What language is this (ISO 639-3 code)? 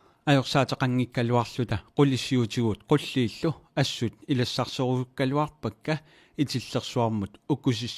kal